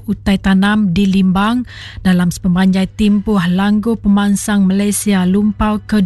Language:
Iban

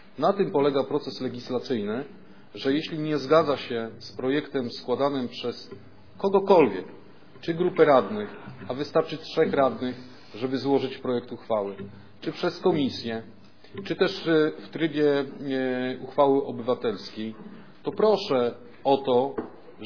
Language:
Polish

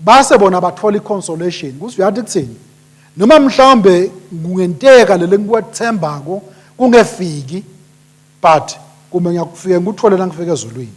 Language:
Swati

